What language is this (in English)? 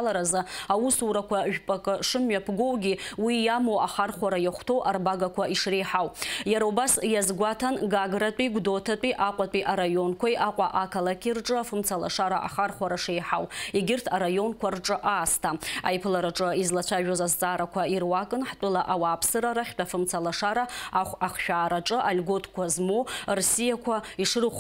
Abkhazian